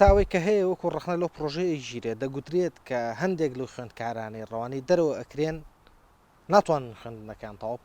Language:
Central Kurdish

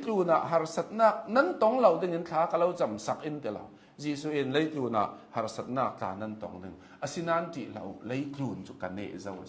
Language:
Hakha Chin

